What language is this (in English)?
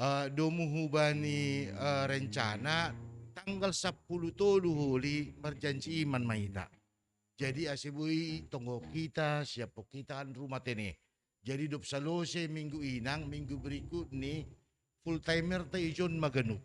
Batak Simalungun